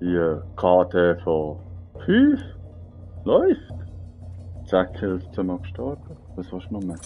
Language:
Swiss German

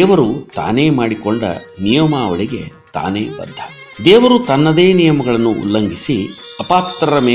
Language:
Kannada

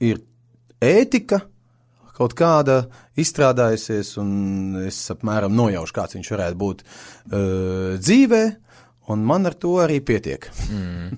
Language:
Latvian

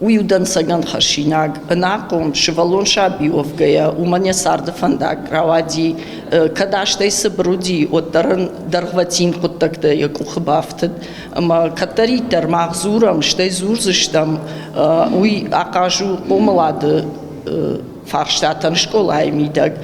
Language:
Ossetic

